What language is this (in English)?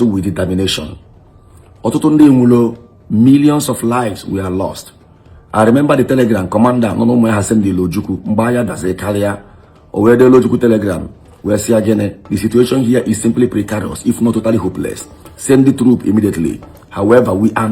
Igbo